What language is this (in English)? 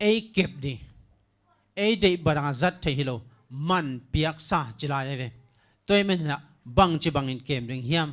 Tedim Chin